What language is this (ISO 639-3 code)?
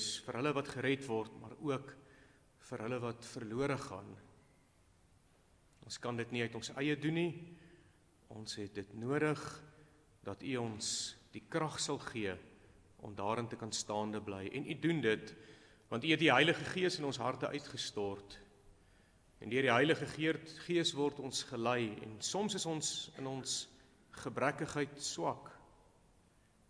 afr